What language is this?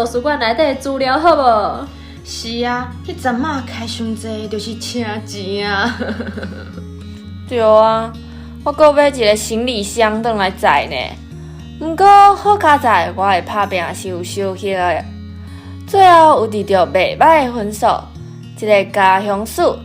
Min Nan Chinese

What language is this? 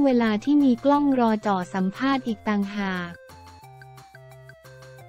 Thai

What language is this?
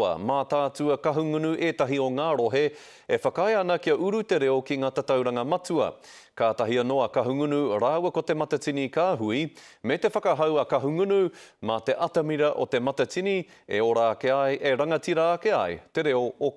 Māori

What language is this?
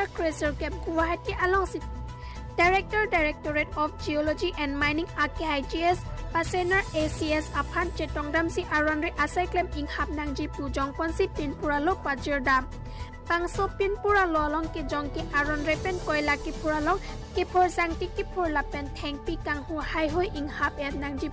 Karbi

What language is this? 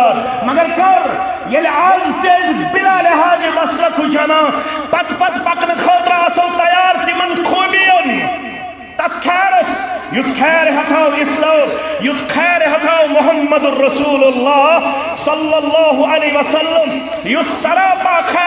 Kashmiri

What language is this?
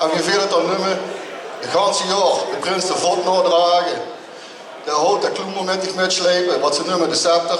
Limburgish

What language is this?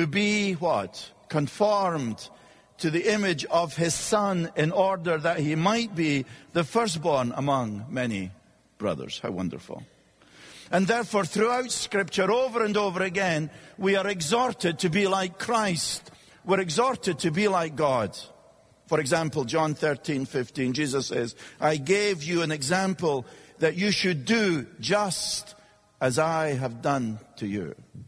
English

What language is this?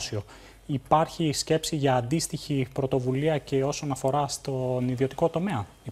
Greek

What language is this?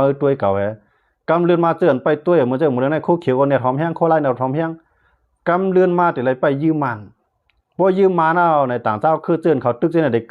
Shan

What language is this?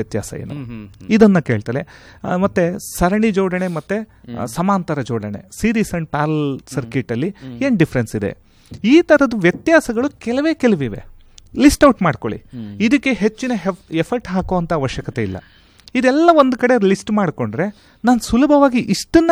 Kannada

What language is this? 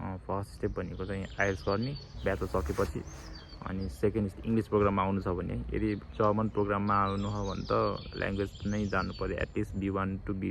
Nepali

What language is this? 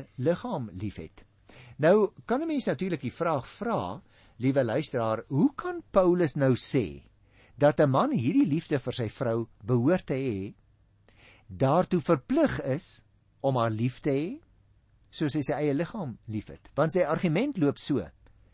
Afrikaans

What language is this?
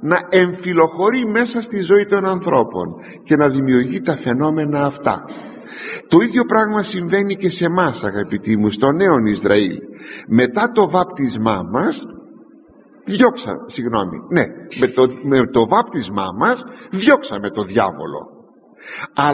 Greek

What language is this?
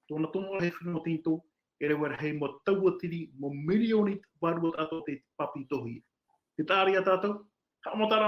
Tahitian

